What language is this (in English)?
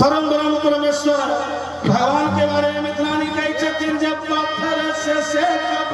Maithili